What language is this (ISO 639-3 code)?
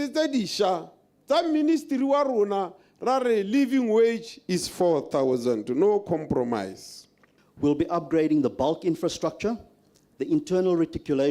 tsn